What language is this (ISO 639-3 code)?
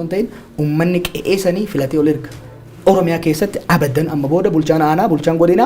orm